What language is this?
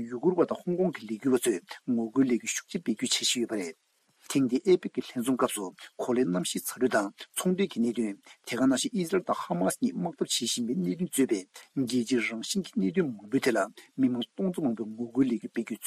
Tibetan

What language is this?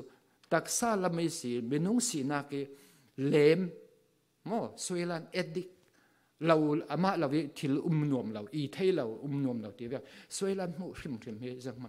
Falam Chin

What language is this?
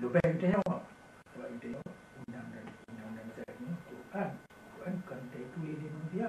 Achinese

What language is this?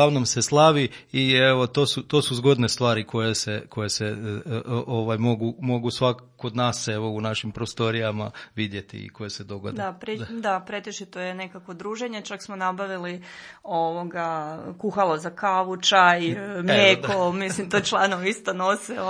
Croatian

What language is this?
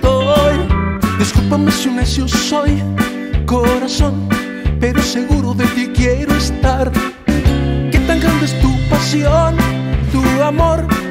Spanish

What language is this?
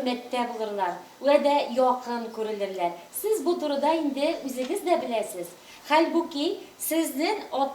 Tatar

